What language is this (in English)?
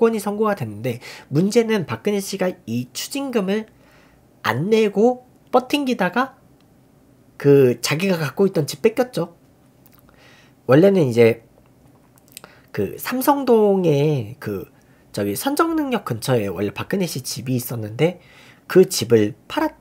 Korean